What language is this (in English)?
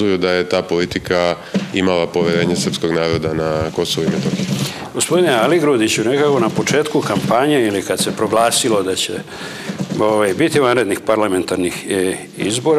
Serbian